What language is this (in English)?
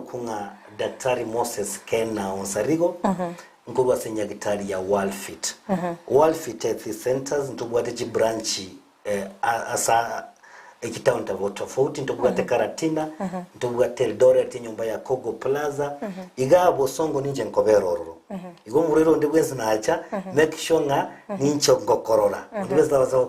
Gusii